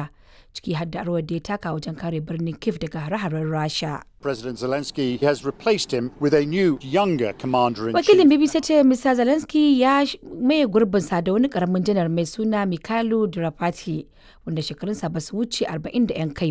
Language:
Hausa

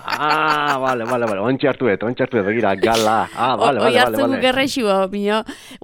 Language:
Basque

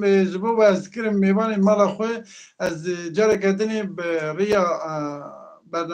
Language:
Kurdish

